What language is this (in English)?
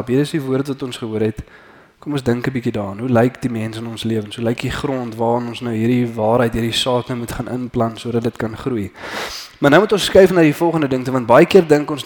Afrikaans